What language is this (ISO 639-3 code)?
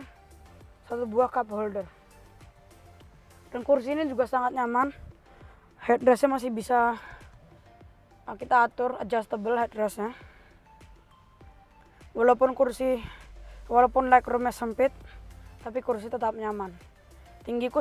ind